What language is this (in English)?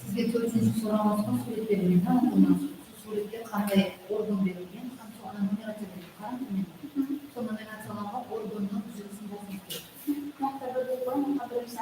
Kara-Kalpak